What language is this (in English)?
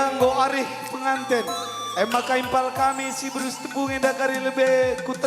Batak Karo